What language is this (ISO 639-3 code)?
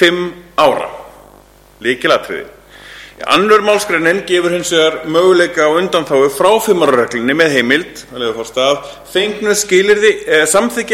isl